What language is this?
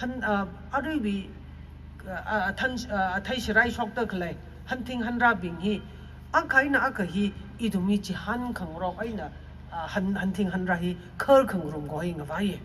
Tangkhul Naga (India)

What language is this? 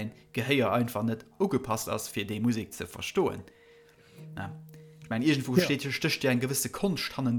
Luxembourgish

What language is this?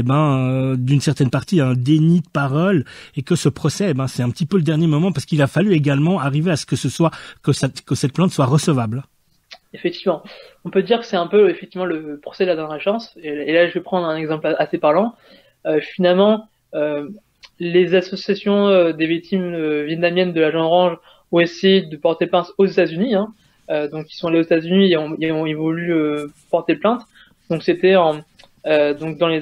French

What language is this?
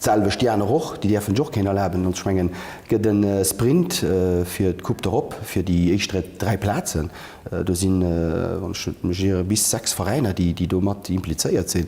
Luxembourgish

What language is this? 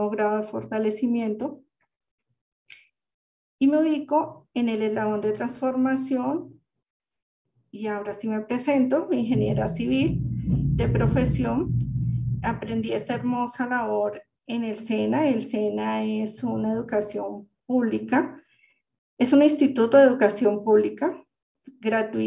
Spanish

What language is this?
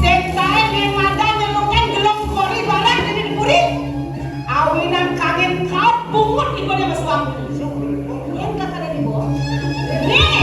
Balinese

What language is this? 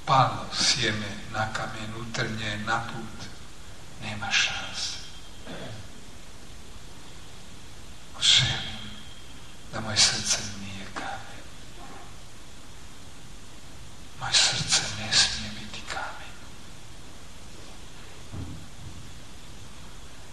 Croatian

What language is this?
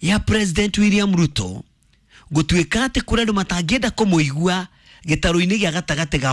Kikuyu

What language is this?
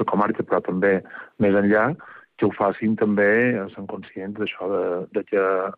Catalan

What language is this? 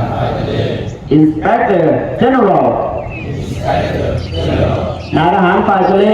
Lao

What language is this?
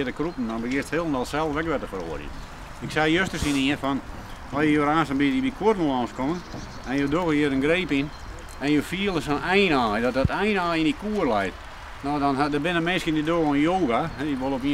Western Frisian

